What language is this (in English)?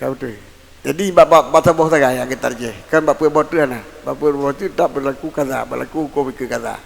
Achinese